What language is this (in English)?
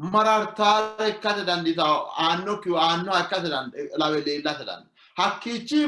Sidamo